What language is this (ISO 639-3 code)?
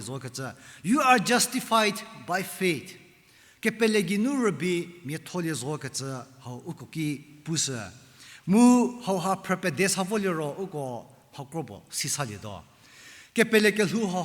njm